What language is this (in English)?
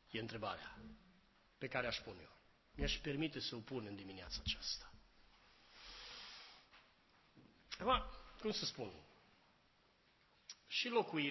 Romanian